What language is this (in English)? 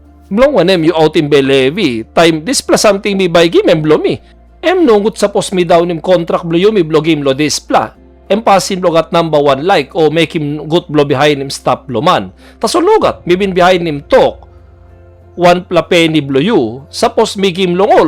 Tok Pisin